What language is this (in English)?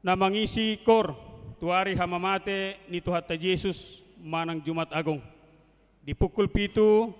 Batak Toba